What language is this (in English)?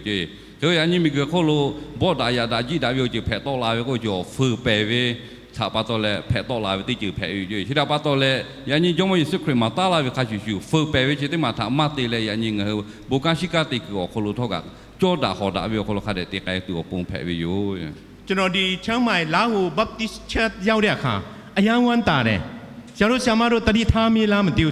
Lahu